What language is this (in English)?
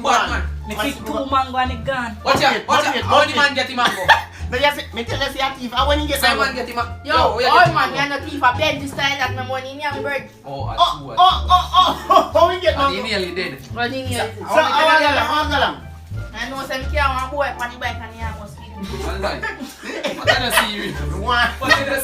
Jamaican Creole English